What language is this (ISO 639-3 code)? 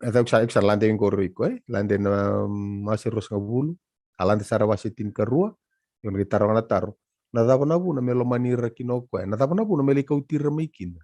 fij